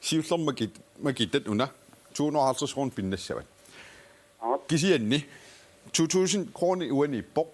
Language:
Kalaallisut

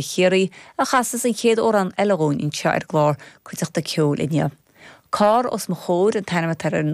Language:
Irish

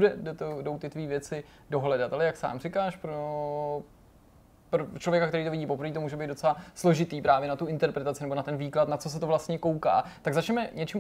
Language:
Czech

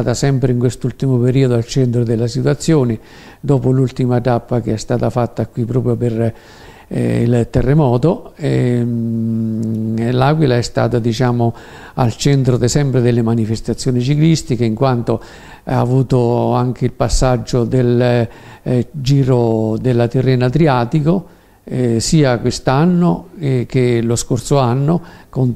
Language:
Italian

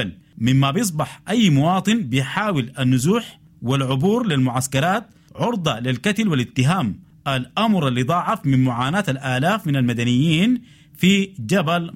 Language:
Sudanese Arabic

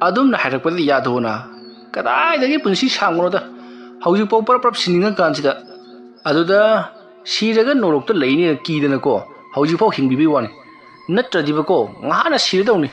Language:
Manipuri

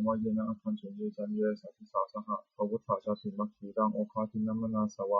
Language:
Pali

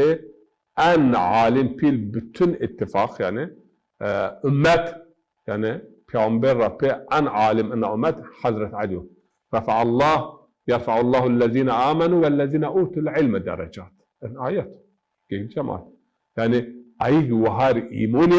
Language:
Zaza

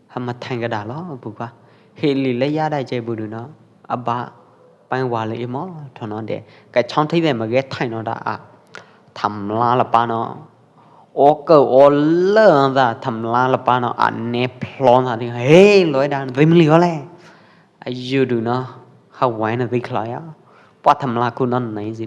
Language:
Pwo Eastern Karen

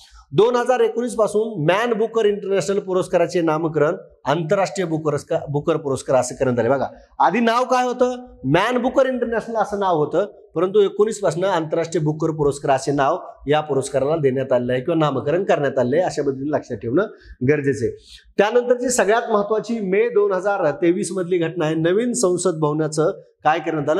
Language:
Marathi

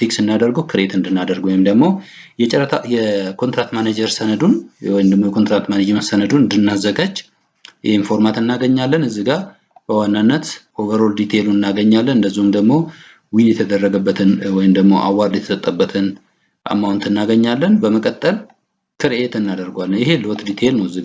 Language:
Amharic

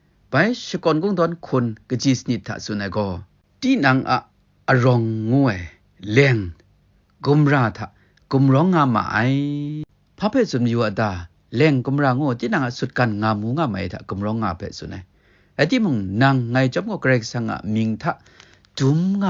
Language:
Kachin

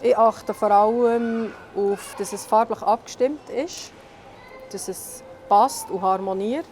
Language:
Swiss German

